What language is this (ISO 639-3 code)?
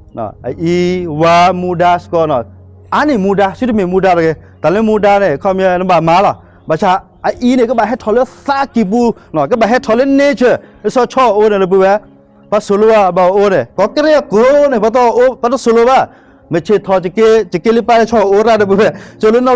ksw